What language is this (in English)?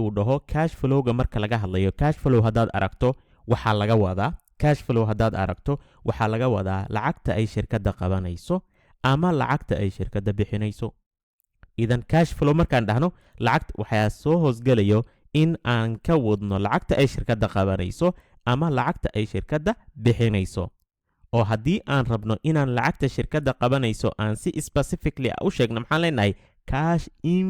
Somali